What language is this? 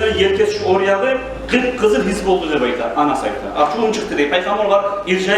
Kumyk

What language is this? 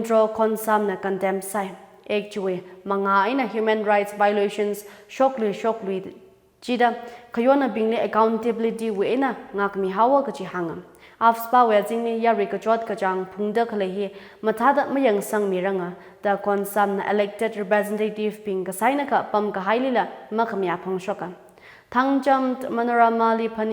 Tangkhul Naga (India)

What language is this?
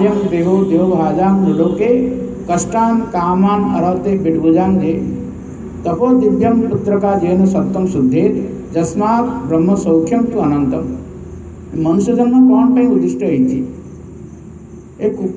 Odia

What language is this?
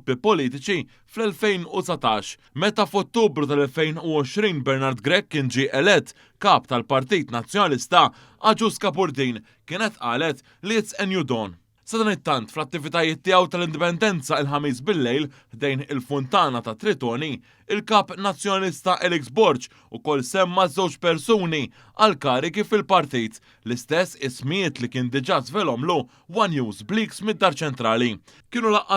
Maltese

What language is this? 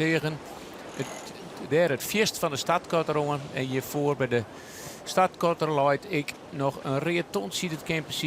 Western Frisian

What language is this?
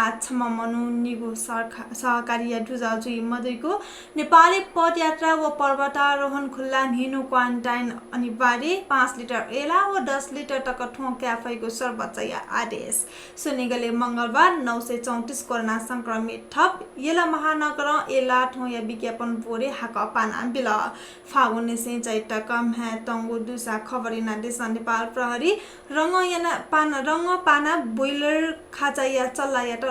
Newari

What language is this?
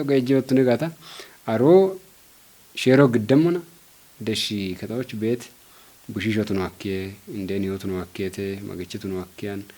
Kafa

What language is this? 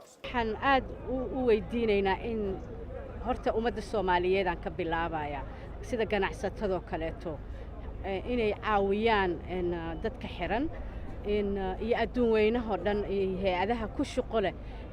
Somali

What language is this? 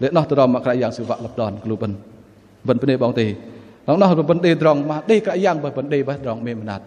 Bahnar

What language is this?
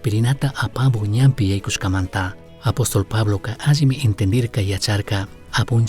Chimborazo Highland Quichua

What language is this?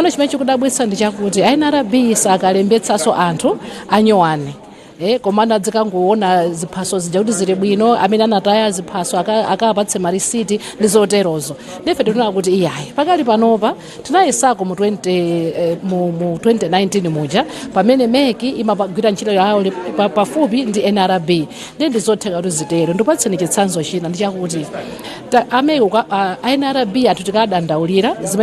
Nyanja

